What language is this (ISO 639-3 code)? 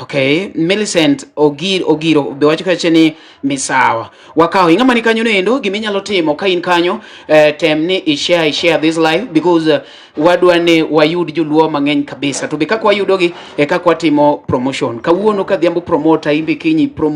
luo